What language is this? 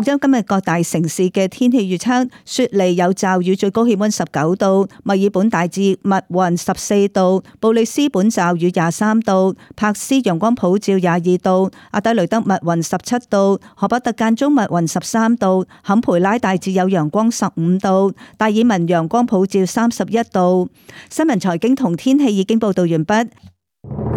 Cantonese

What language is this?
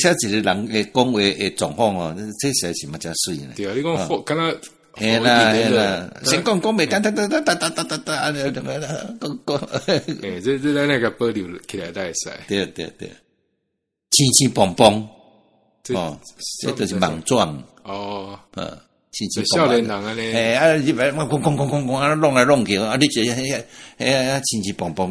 Min Nan Chinese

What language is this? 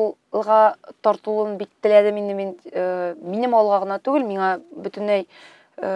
Tatar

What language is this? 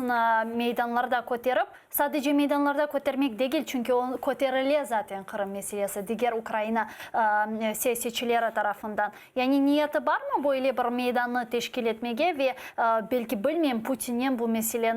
Crimean Tatar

